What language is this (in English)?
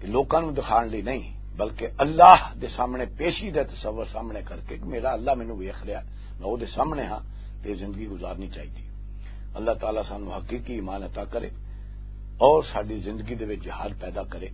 Western Panjabi